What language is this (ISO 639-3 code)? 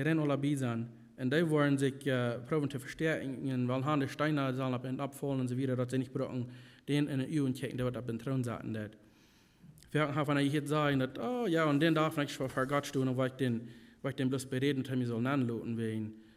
pdt